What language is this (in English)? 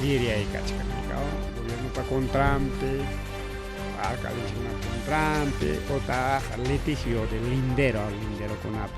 Ayacucho Quechua